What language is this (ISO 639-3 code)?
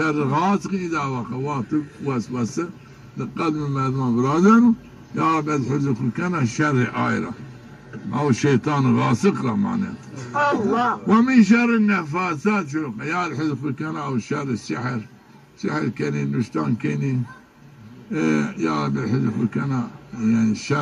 zza